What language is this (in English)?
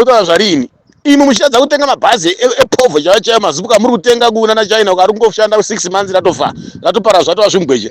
Shona